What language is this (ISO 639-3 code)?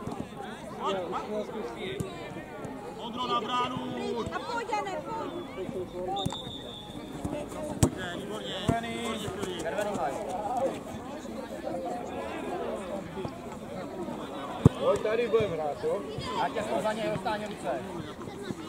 ces